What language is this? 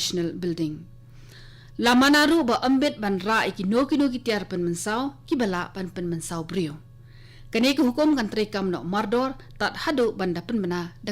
Khasi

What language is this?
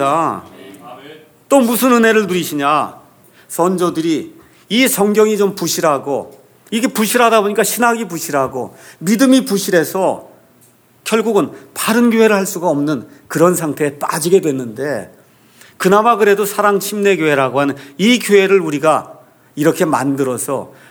Korean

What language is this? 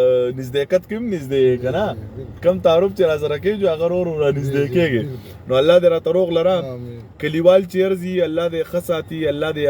Pashto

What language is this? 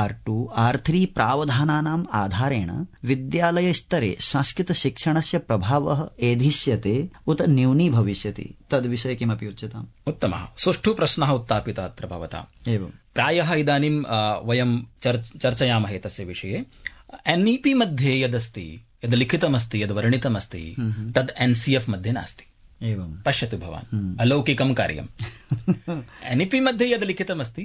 Sanskrit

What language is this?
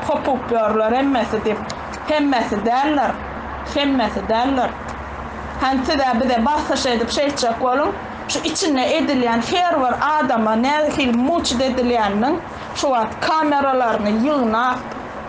Turkmen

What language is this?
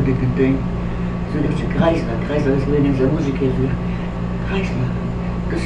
Yiddish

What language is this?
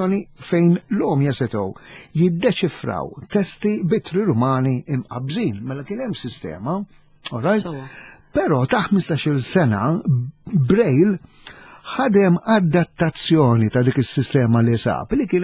Maltese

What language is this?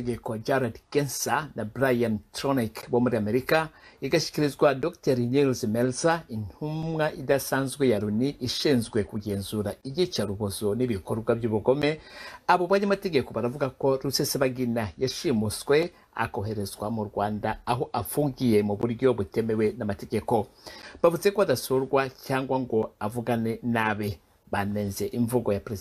Kinyarwanda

